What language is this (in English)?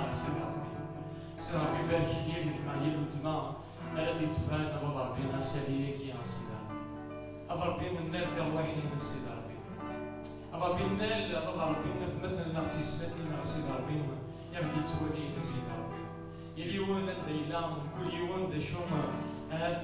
Kabyle